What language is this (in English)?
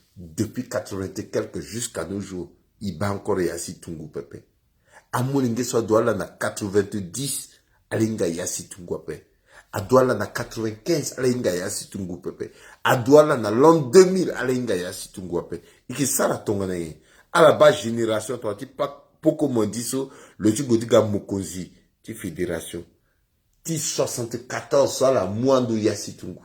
Sango